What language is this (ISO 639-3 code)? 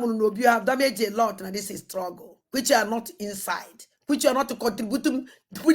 ibo